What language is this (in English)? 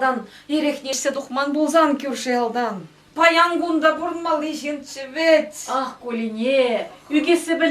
Chuvash